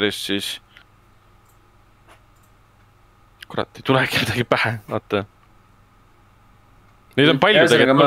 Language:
Estonian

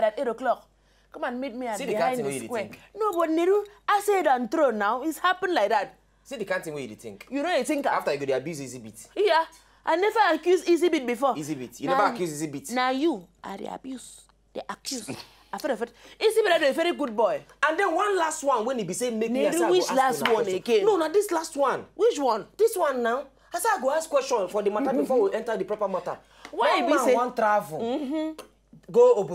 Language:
Nigerian Pidgin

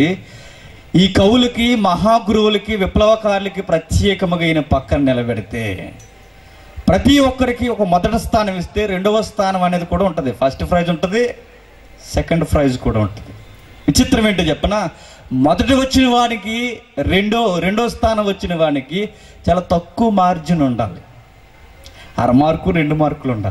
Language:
Telugu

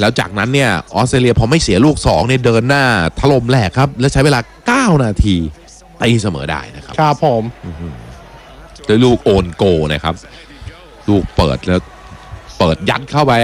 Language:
Thai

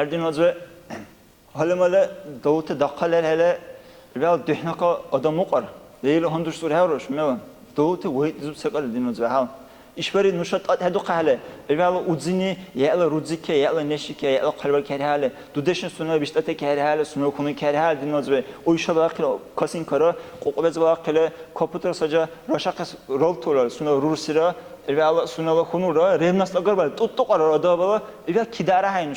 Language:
Dargwa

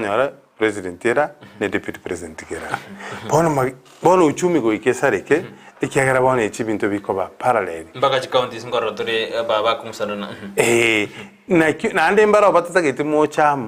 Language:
Gusii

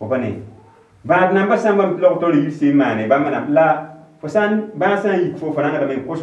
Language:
Mossi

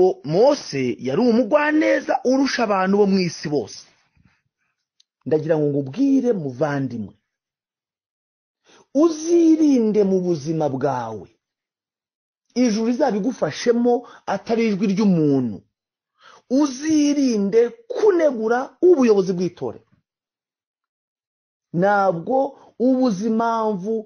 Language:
Kinyarwanda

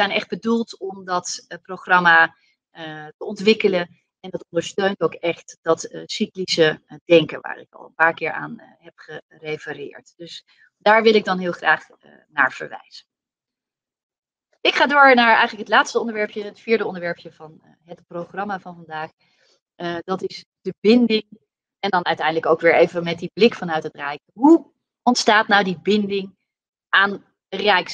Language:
Dutch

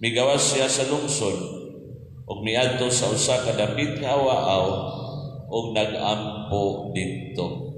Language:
Cebuano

